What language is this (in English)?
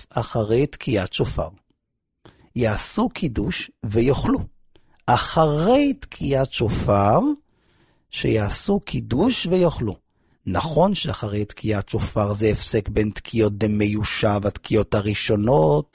Hebrew